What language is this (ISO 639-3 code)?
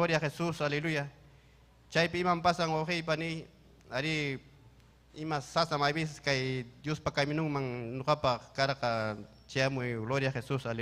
quy